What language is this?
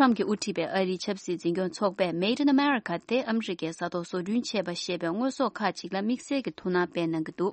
Tibetan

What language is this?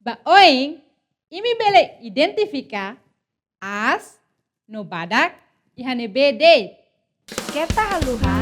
Tetum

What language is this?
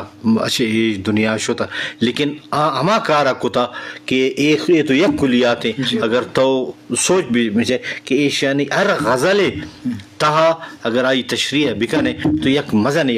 Eastern Balochi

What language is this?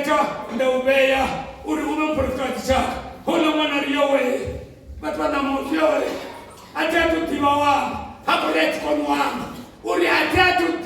Venda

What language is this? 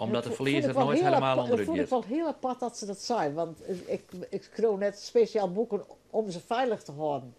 Western Frisian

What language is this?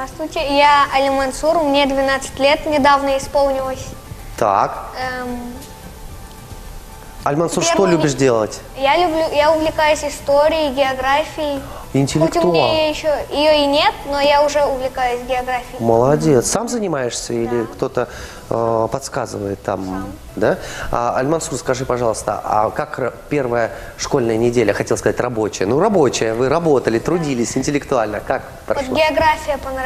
Russian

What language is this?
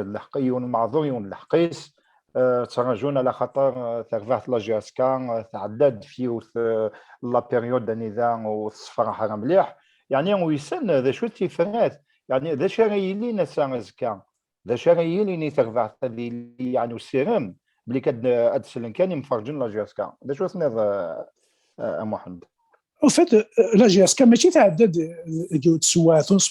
Kabyle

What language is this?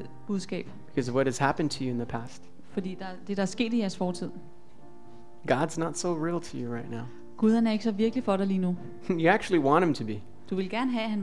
Danish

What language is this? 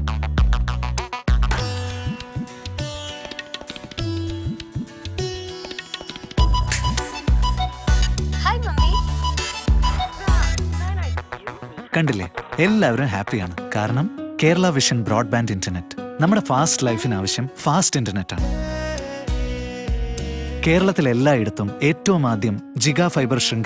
Malayalam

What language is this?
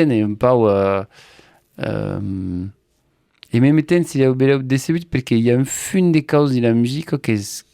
Occitan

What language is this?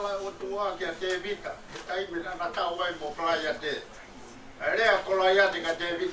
Tongan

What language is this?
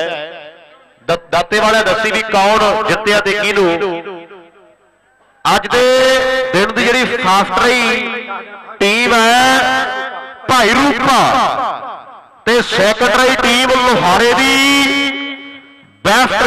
Punjabi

